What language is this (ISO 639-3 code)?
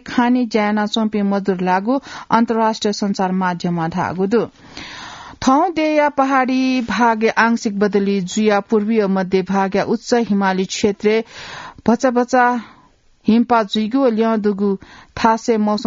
new